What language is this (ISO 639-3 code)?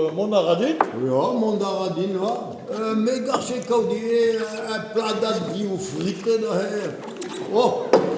bre